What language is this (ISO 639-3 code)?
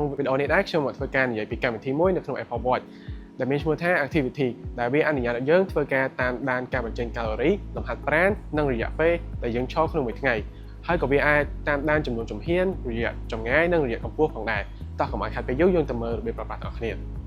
khm